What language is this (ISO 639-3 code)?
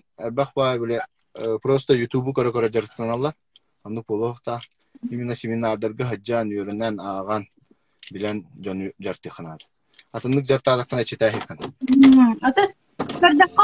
sah